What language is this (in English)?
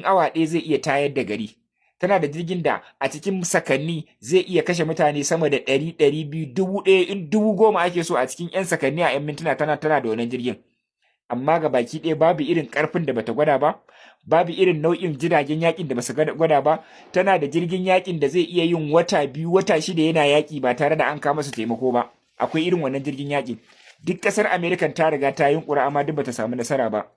Hausa